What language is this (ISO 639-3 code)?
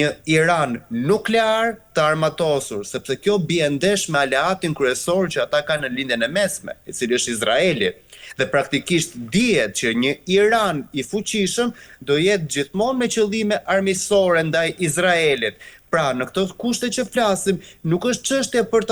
sqi